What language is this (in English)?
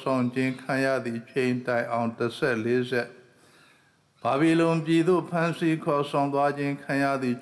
Burmese